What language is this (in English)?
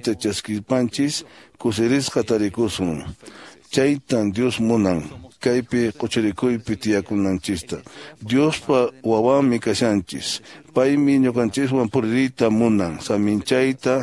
Quechua